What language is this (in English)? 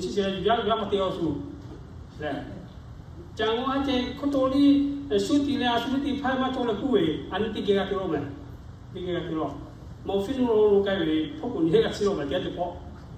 Lahu